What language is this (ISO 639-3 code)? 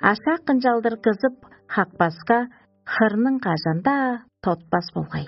tyv